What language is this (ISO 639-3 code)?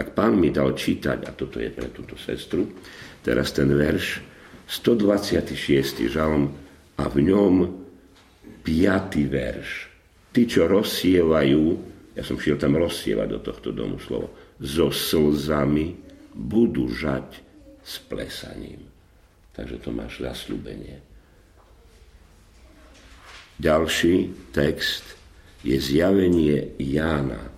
slk